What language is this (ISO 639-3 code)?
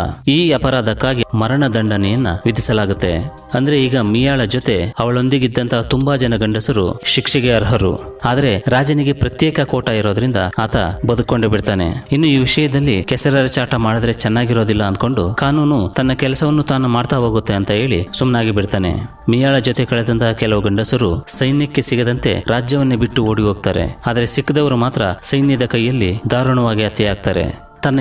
kan